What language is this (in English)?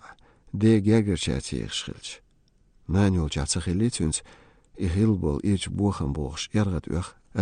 Chechen